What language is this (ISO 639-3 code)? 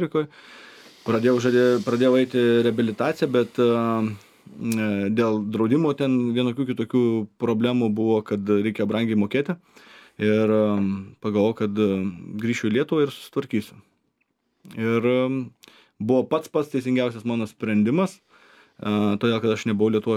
lit